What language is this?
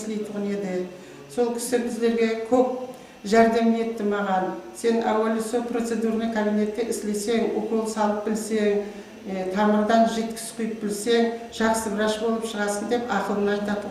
Kara-Kalpak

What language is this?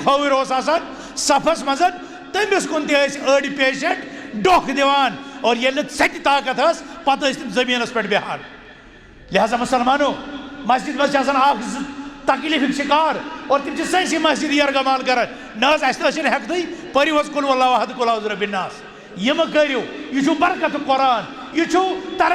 Kashmiri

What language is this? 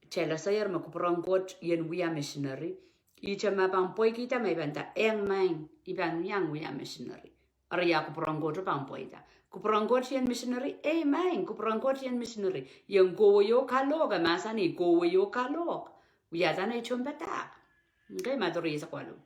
Pohnpeian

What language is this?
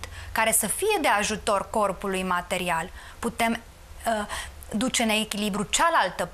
Romanian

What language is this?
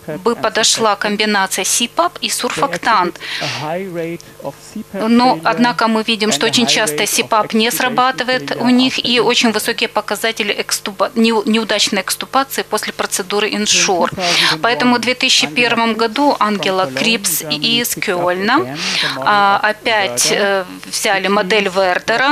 Russian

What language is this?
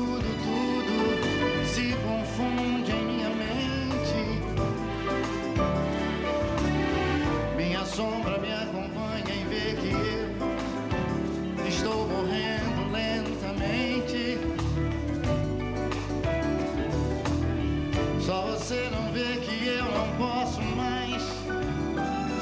Portuguese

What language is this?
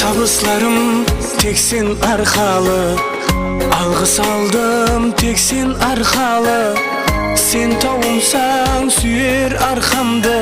Kara-Kalpak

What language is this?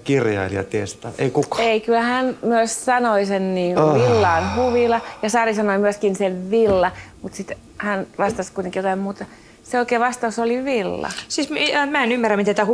Finnish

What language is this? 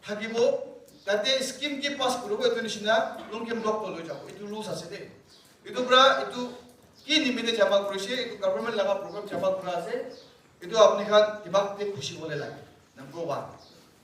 Naga Pidgin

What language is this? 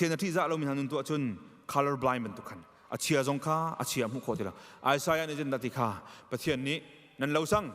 Hakha Chin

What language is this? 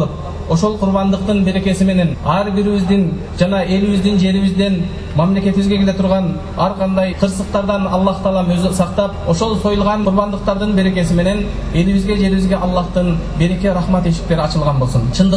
Kyrgyz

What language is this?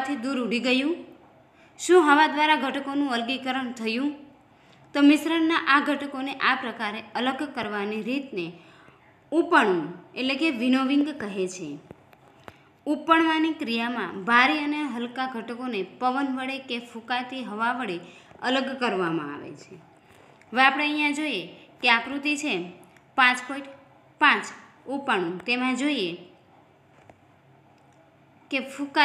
Gujarati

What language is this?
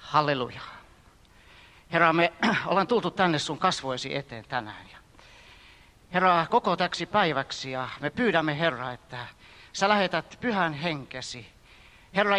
Finnish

